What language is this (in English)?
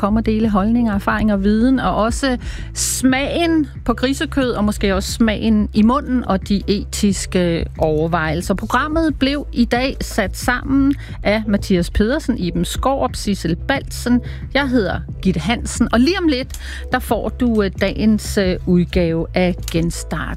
Danish